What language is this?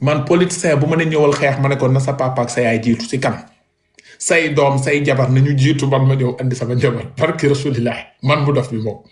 Wolof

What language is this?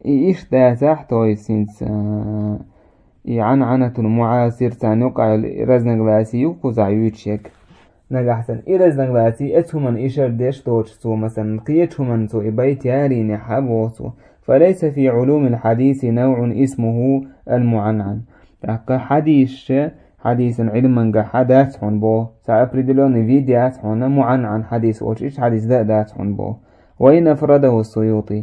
Chechen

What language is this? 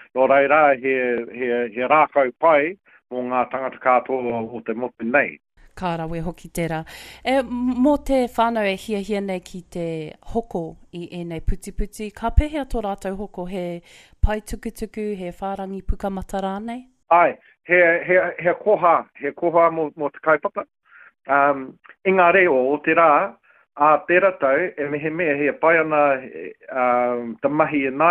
Māori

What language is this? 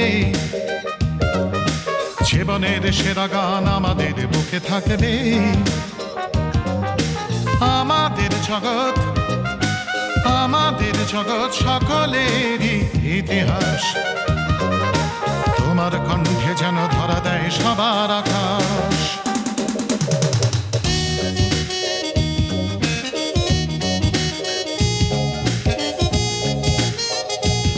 Bangla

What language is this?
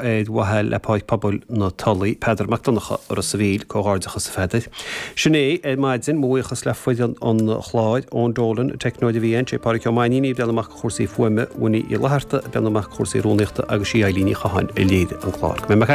Irish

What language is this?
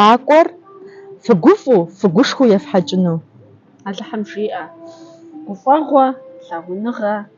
Kabardian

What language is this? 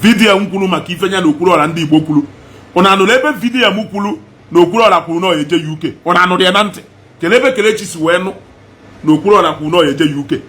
Igbo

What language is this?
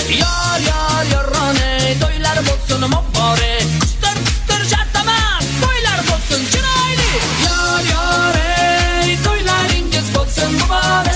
Kara-Kalpak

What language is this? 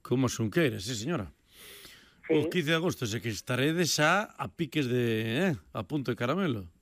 Galician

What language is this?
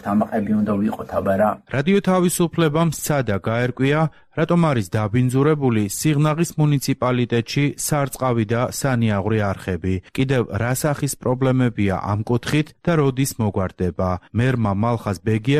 Georgian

